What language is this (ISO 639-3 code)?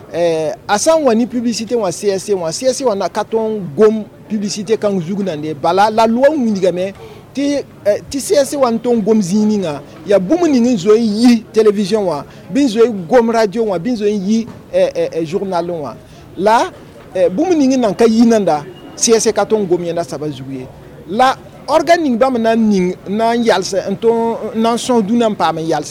mos